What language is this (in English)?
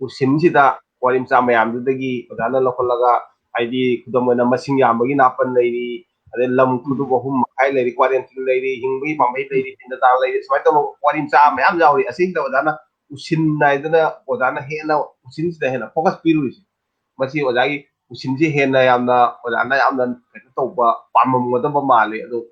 Manipuri